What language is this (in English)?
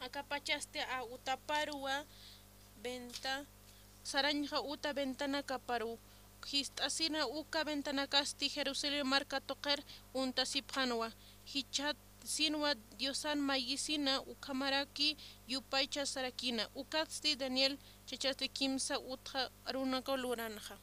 Aymara